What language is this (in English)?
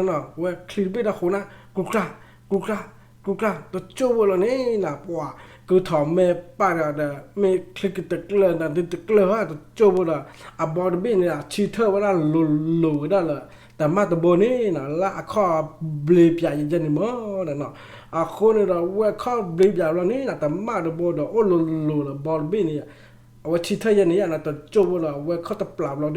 S'gaw Karen